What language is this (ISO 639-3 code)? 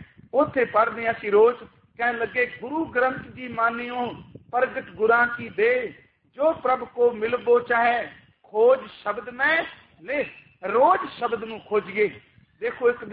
pan